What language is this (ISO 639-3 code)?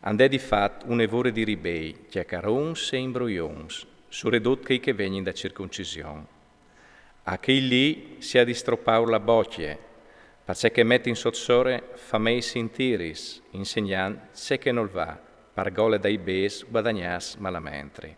fur